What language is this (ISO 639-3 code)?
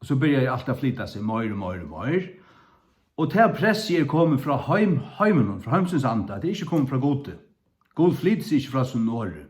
fao